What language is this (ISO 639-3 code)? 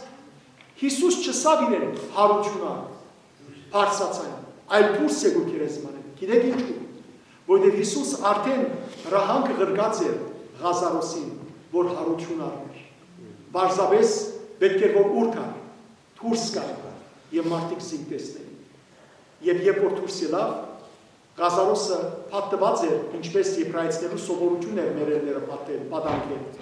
hyw